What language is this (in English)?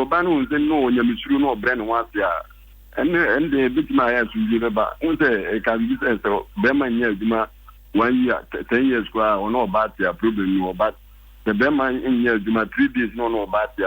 Akan